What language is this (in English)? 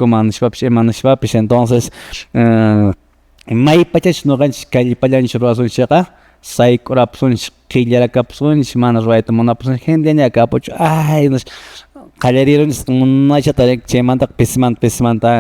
Quechua